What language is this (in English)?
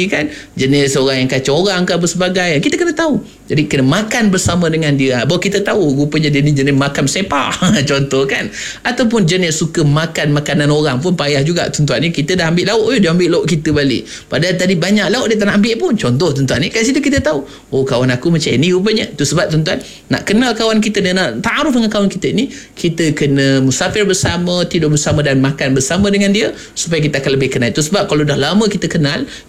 Malay